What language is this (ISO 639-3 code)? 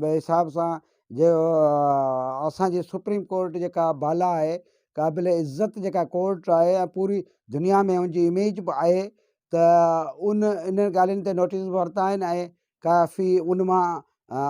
snd